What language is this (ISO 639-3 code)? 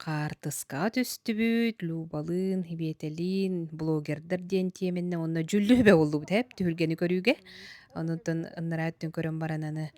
sah